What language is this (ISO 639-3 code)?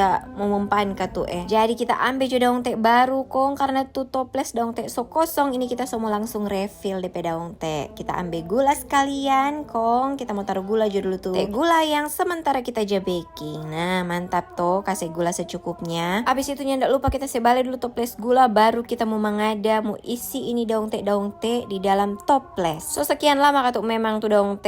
xmm